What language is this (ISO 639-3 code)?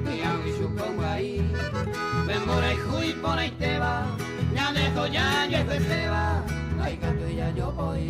grn